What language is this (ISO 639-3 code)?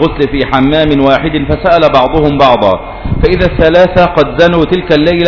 ara